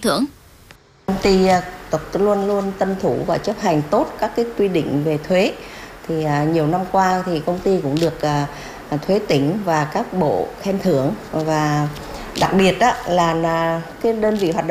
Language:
Vietnamese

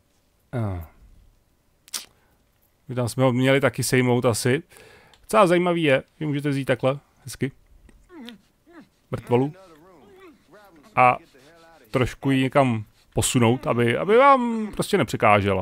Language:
Czech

